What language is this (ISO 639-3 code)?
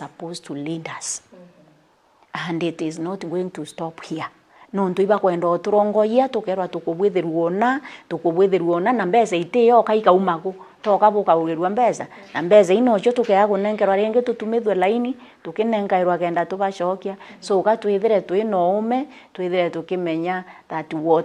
mer